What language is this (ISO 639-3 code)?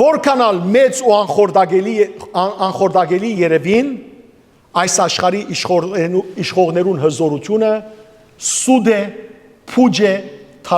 hyw